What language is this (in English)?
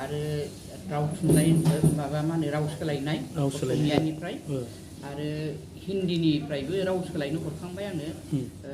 Bodo